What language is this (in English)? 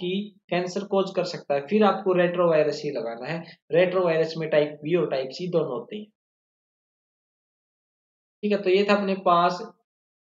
Hindi